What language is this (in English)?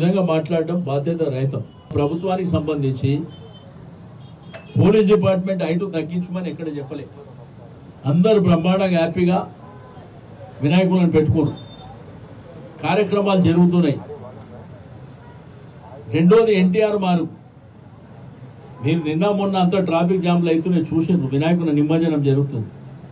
Telugu